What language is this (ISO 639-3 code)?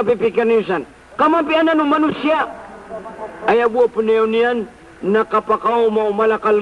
mrw